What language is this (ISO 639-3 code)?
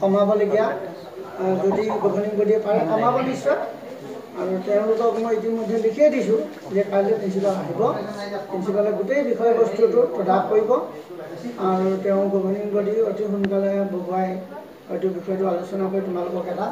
asm